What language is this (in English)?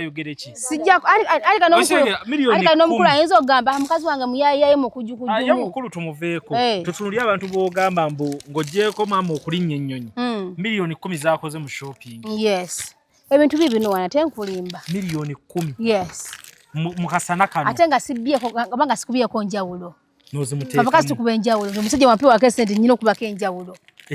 Ganda